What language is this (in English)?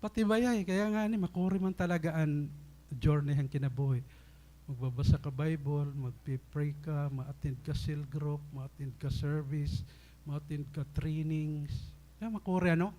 Waray